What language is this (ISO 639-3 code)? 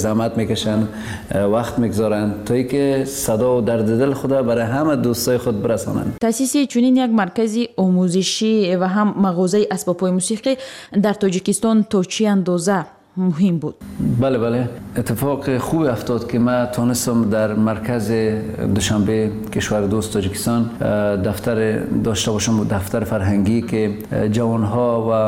fas